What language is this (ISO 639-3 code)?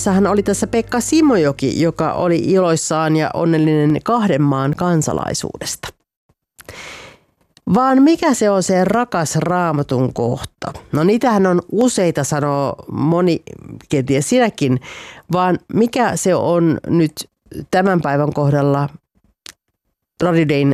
fin